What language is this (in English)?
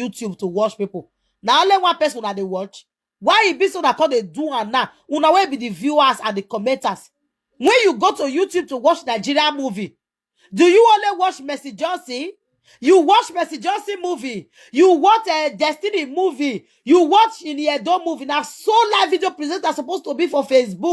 Nigerian Pidgin